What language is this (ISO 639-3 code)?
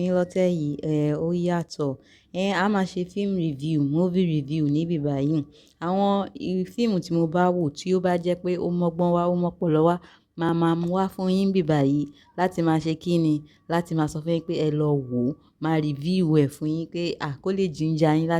yor